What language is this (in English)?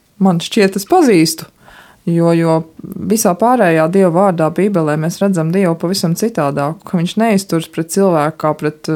Latvian